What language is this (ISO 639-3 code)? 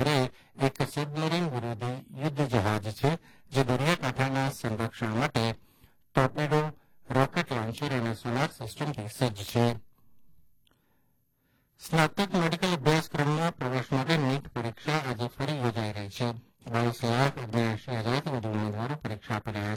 guj